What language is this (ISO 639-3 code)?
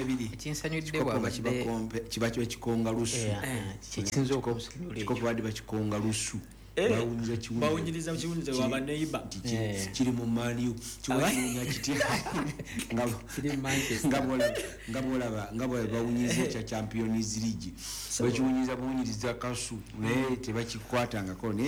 lug